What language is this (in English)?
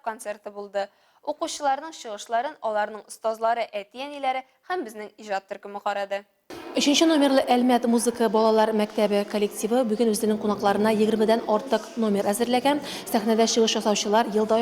Tatar